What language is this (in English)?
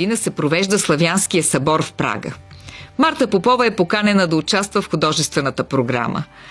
Bulgarian